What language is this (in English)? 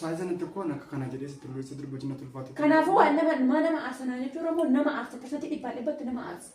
Oromo